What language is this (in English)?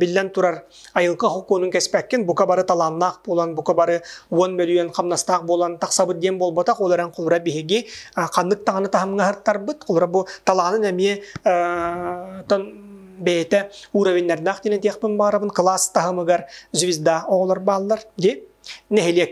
Yakut